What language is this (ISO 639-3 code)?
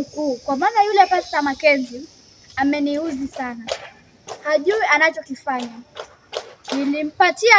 swa